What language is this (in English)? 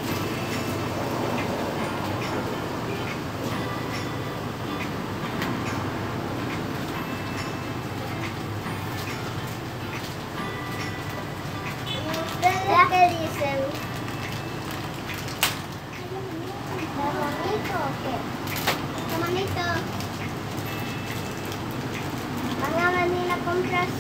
Spanish